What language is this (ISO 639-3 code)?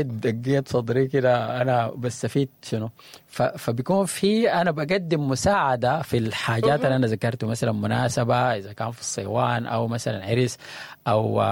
apd